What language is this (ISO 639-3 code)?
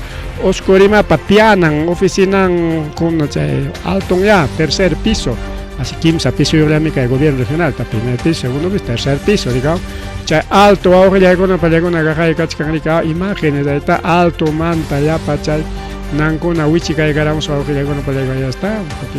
quy